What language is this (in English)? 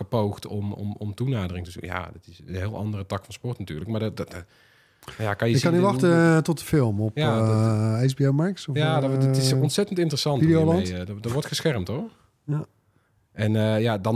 Dutch